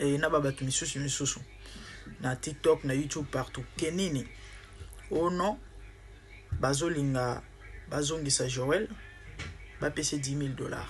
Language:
Lingala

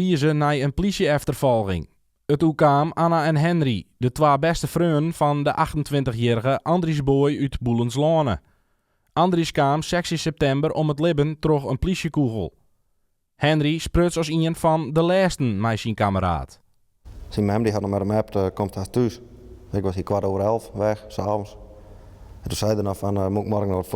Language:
Western Frisian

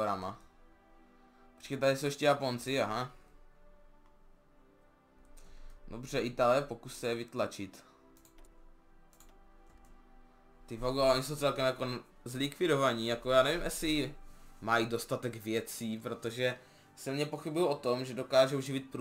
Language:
Czech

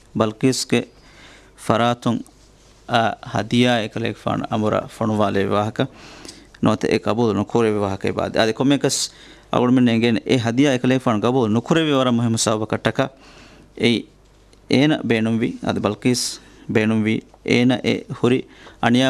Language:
Divehi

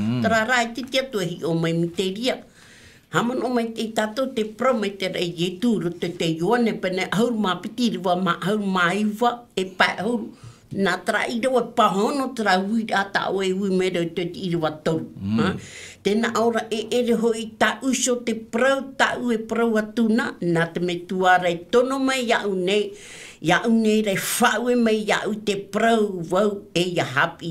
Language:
Tahitian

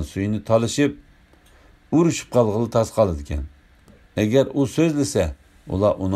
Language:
Uyghur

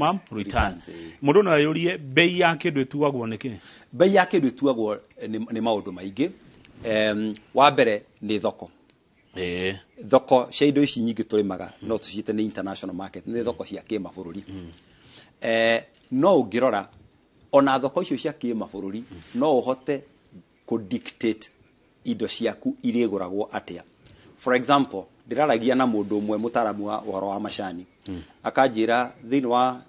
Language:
Kikuyu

